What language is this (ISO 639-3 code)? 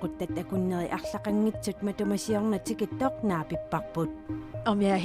kal